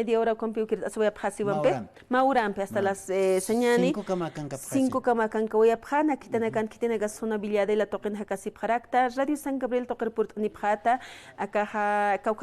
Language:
Aymara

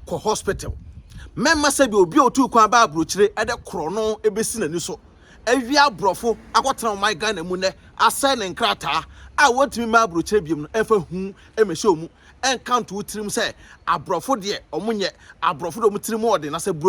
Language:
Akan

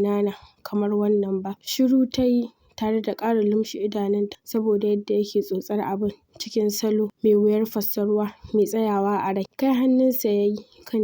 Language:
Hausa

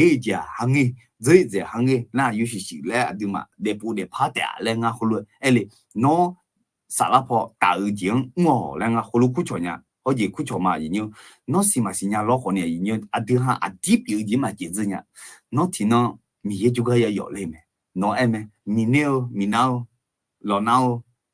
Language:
Akha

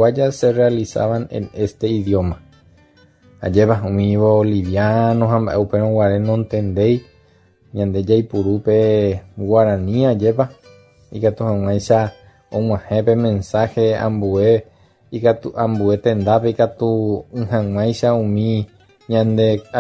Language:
Guarani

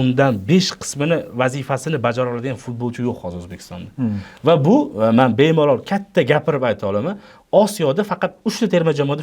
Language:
Uzbek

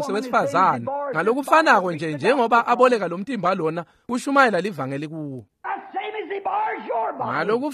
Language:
Swati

